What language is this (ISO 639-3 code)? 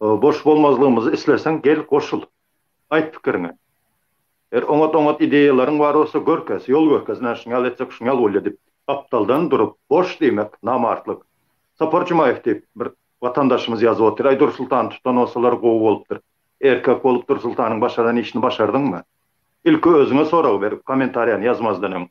tuk